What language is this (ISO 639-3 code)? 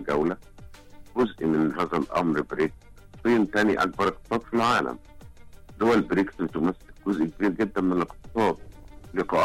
arz